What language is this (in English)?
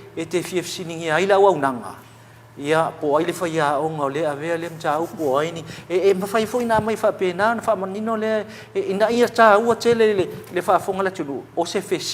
Samoan